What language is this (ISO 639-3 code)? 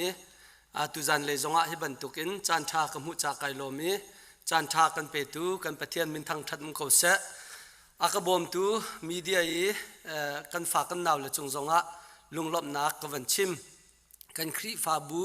cnh